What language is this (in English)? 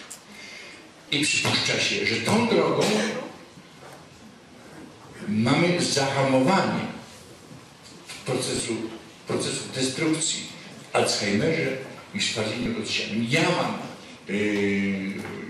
Polish